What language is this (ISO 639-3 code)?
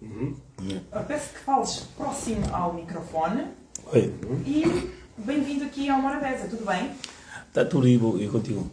kea